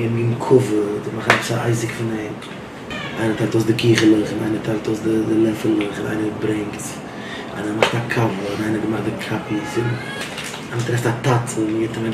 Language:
Yiddish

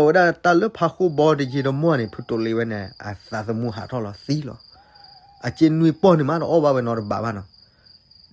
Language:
S'gaw Karen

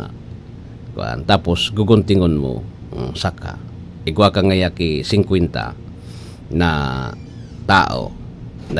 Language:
Bikol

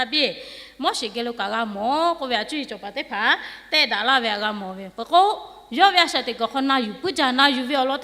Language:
Lahu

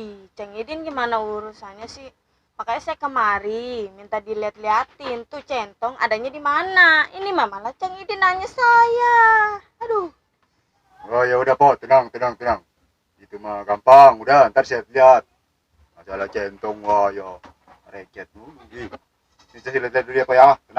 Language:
Betawi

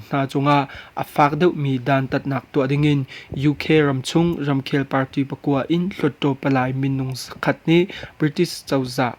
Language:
Hakha Chin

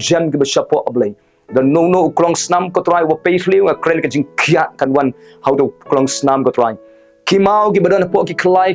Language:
Khasi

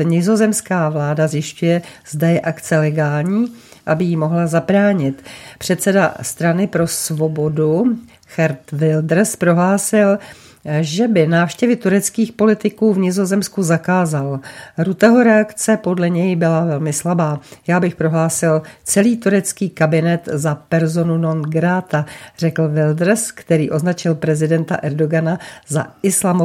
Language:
Czech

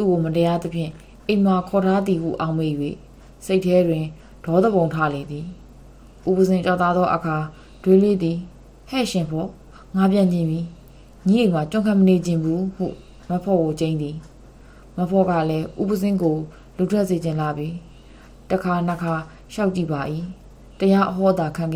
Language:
Burmese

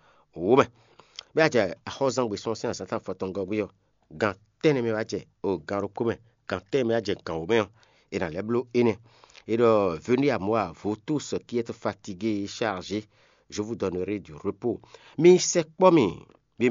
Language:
Fon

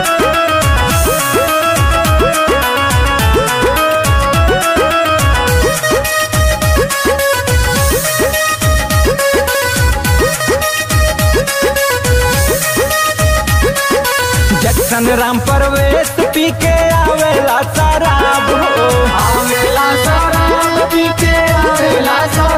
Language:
Bhojpuri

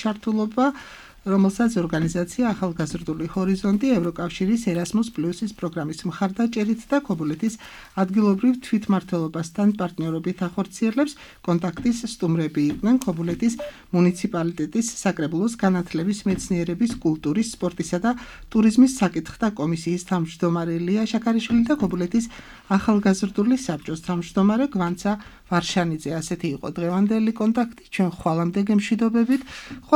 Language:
Georgian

